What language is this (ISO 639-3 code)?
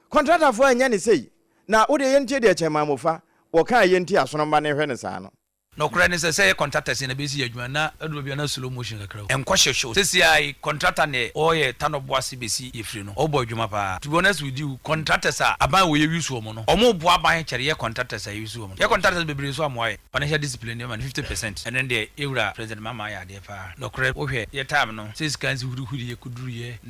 aka